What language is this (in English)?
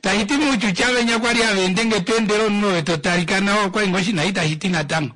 Kuanyama